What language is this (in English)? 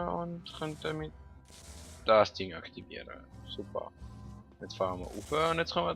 Swiss German